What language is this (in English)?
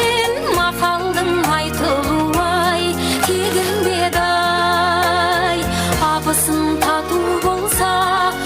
Kara-Kalpak